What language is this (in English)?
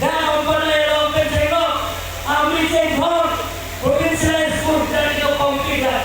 Karbi